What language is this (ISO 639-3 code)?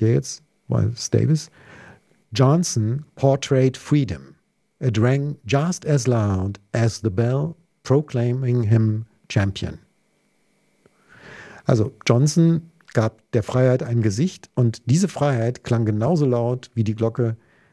deu